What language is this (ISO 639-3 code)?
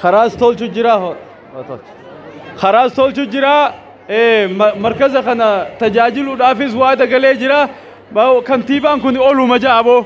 orm